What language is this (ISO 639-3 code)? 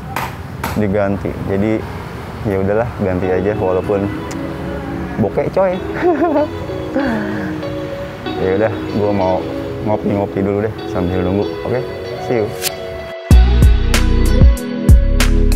ind